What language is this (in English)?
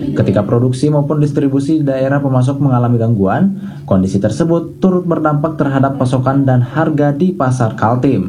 Indonesian